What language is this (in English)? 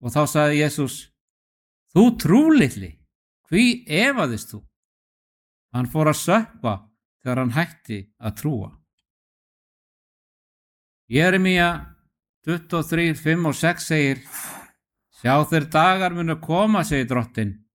Icelandic